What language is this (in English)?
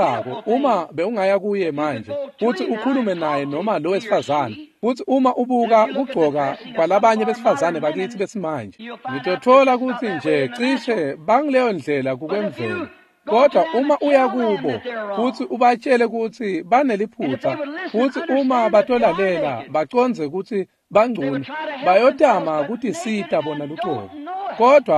Swati